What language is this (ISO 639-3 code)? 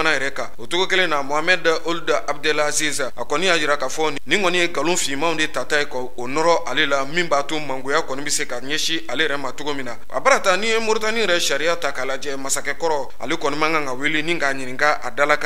bam